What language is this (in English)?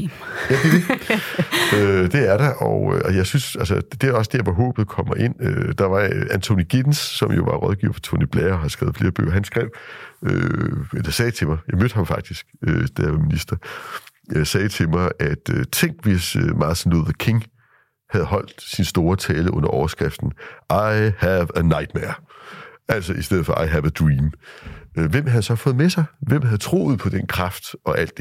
Danish